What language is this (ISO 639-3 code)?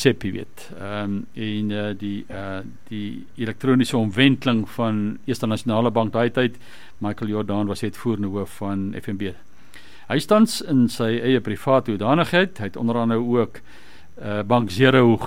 afr